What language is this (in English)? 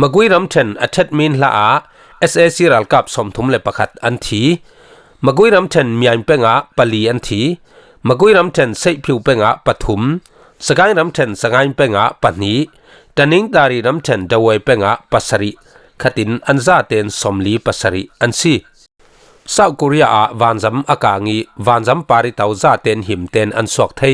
Falam Chin